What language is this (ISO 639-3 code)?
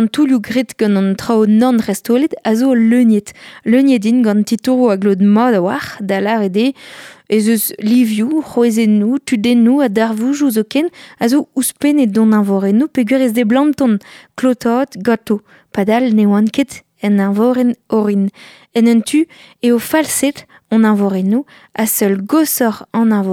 bre